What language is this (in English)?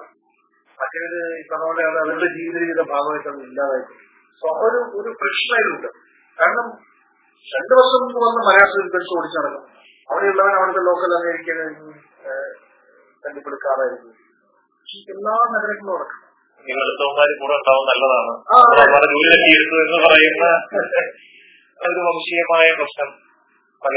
Malayalam